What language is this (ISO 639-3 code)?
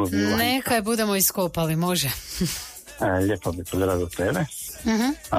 hrv